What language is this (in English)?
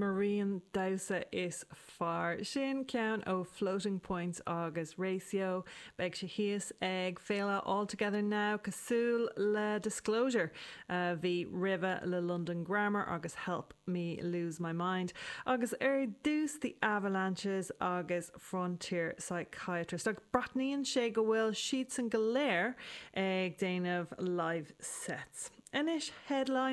Irish